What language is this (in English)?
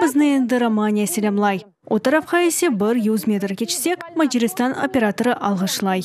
Crimean Tatar